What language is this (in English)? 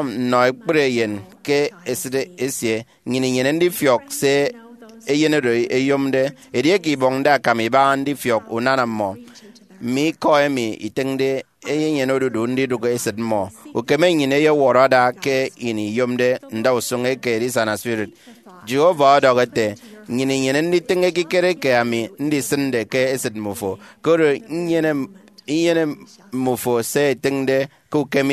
Efik